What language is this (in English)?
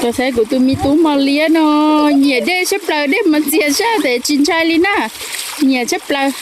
Hmong